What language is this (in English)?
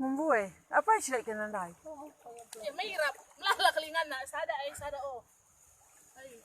Batak Karo